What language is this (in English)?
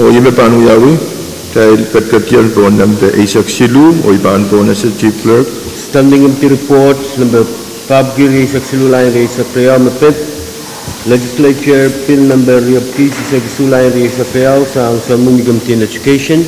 Pohnpeian